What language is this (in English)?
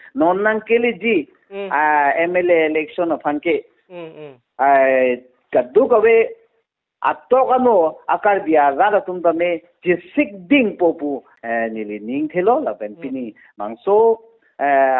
Karbi